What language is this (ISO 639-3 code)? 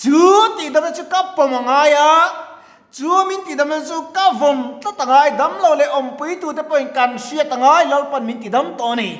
lus